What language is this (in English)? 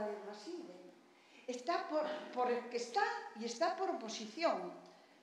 Galician